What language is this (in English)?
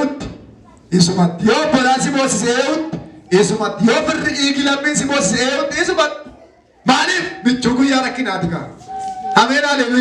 Oromo